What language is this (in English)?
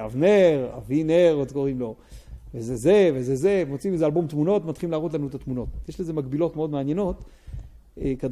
Hebrew